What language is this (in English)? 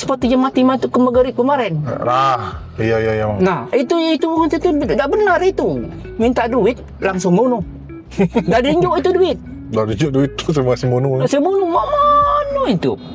Musi